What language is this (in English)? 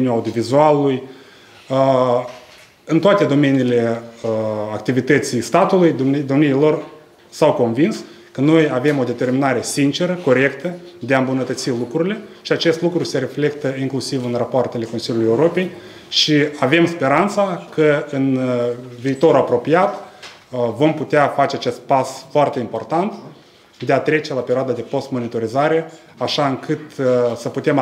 Romanian